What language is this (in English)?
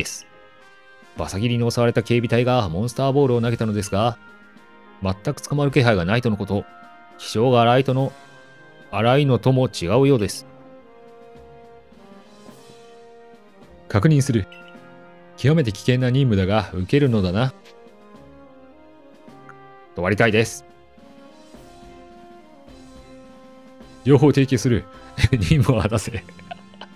Japanese